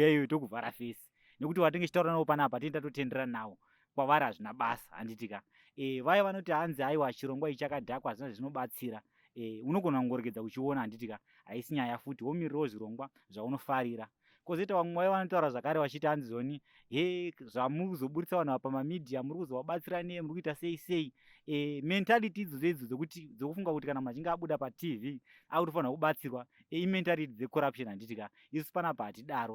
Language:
Shona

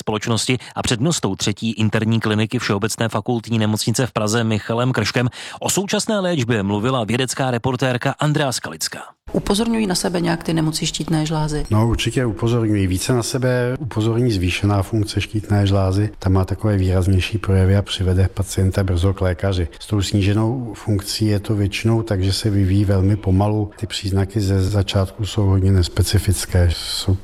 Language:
Czech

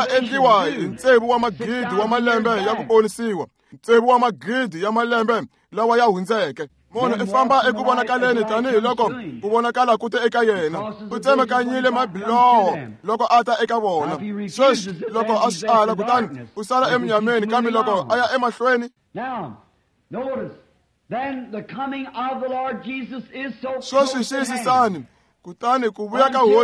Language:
Tsonga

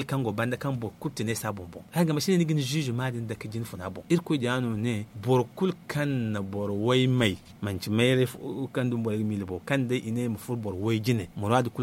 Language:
Zarma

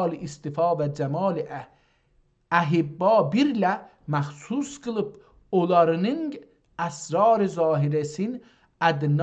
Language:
South Azerbaijani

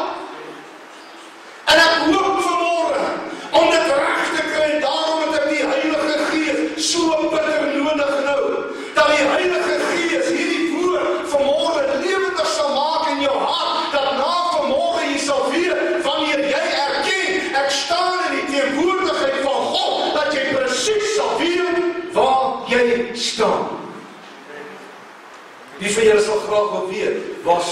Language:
Afrikaans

